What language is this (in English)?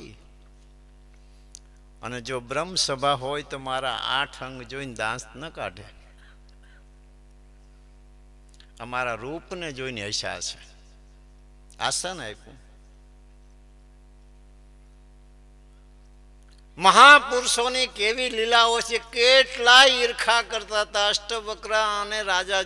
Gujarati